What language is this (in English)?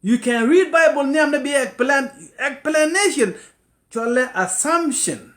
Nuer